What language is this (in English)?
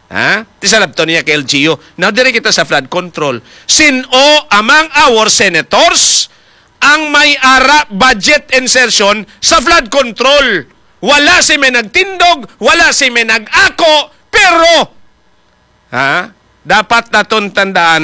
Hiligaynon